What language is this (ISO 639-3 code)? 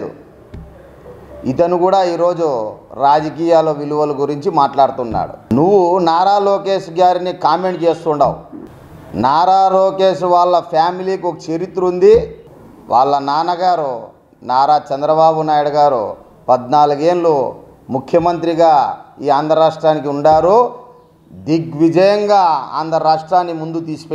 tel